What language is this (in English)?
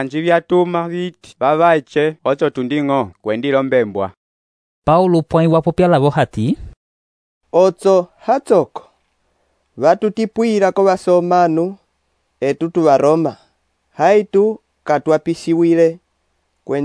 Umbundu